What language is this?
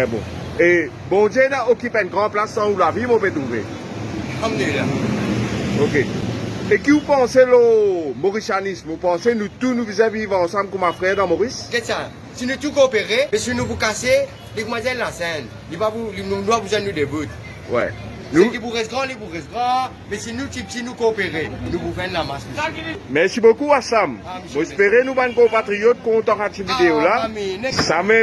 Morisyen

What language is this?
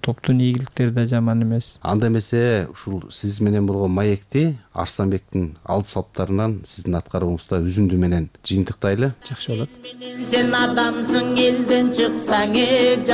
Kyrgyz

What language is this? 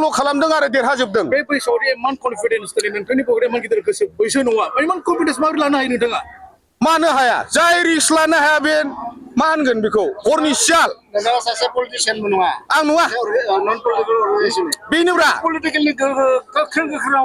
Bodo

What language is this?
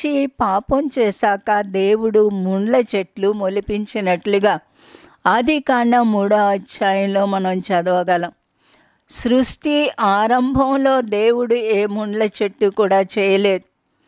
Telugu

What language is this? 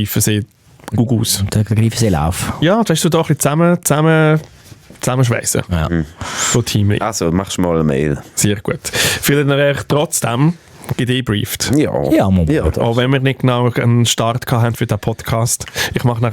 Swiss German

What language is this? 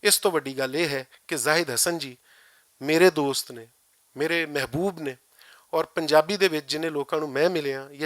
Western Panjabi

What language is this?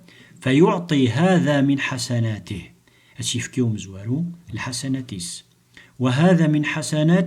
Kabyle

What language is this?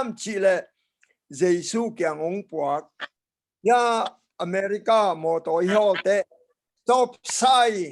Tedim Chin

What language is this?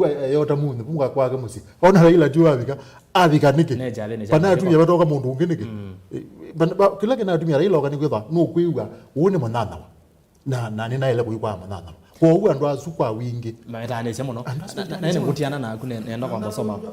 Kamba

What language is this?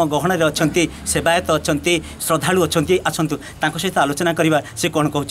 Odia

